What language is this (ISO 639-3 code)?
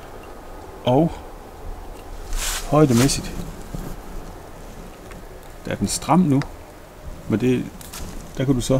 dan